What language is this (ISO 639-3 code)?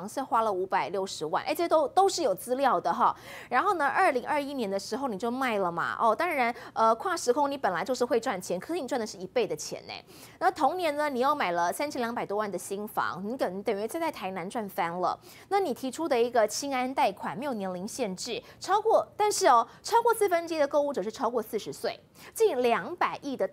zho